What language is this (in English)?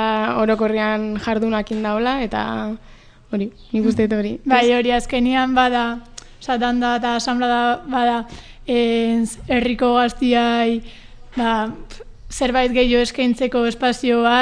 Basque